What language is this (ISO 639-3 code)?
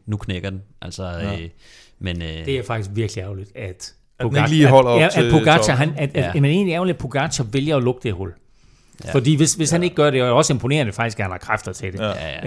dan